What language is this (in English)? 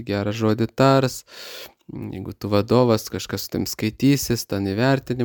Lithuanian